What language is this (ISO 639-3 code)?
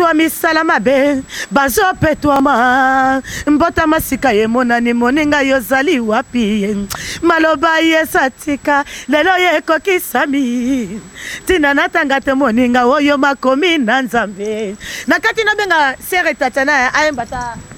lin